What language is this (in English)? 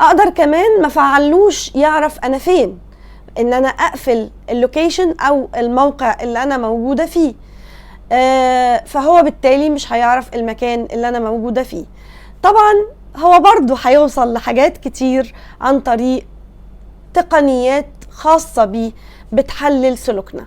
Egyptian Arabic